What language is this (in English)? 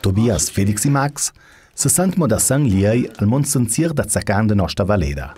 Ladin